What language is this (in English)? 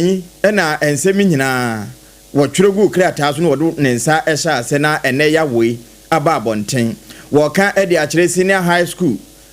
Akan